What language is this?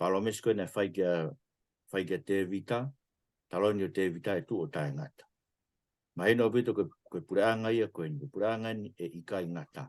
Tongan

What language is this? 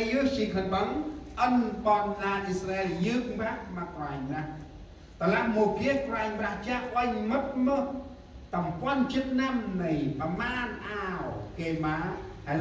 Central Mnong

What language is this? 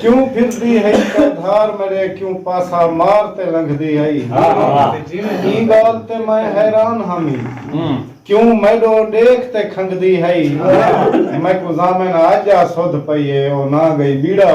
Saraiki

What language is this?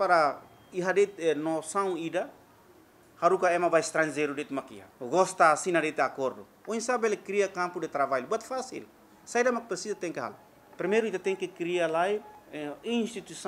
Tetum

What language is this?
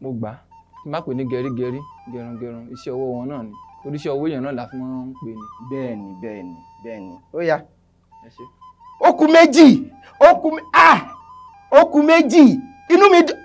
Yoruba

